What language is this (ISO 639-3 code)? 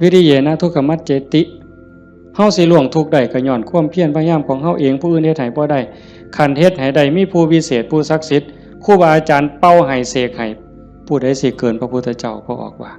tts